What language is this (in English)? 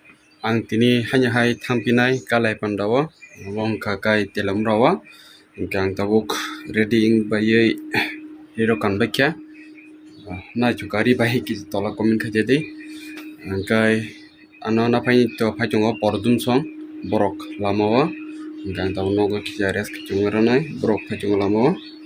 Kok Borok